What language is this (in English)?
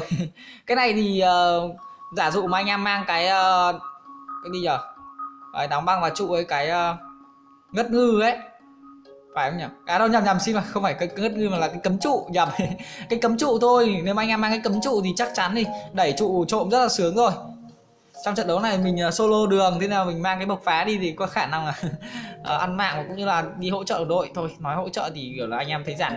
Vietnamese